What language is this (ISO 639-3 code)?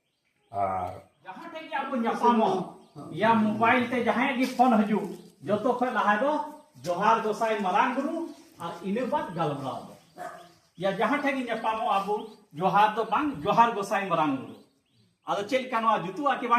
sat